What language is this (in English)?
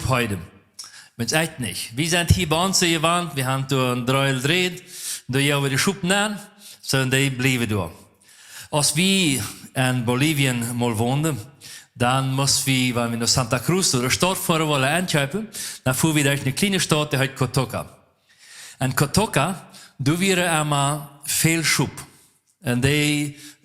Plautdietsch